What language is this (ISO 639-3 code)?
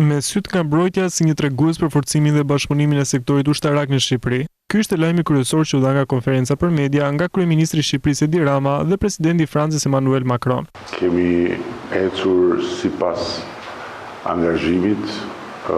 sqi